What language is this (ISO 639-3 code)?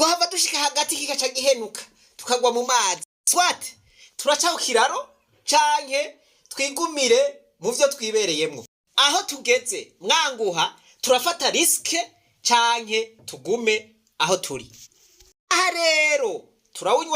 run